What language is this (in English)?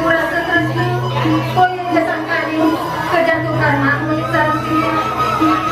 Balinese